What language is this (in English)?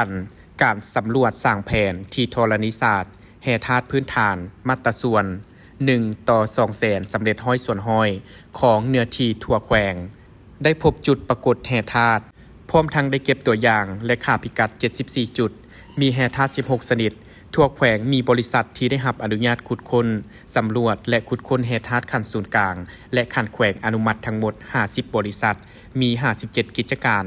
Lao